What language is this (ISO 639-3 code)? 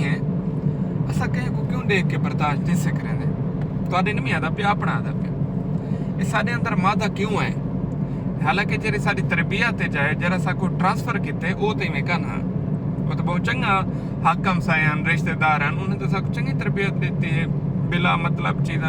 skr